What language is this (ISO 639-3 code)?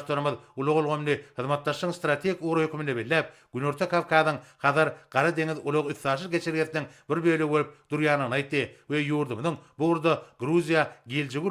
tuk